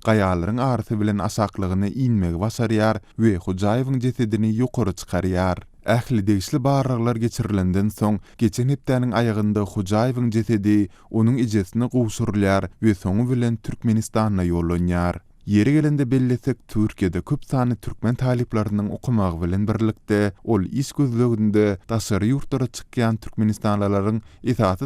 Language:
Turkmen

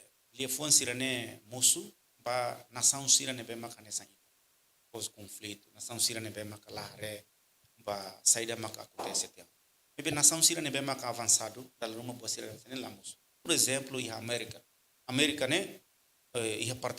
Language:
Tetum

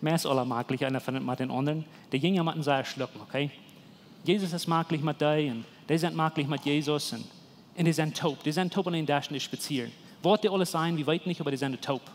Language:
Plautdietsch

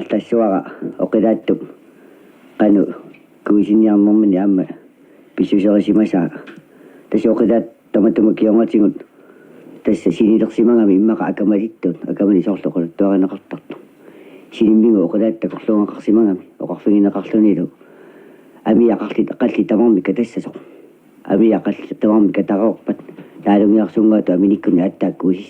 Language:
Kalaallisut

